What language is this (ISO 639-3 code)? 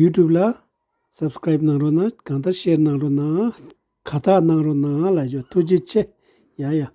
bod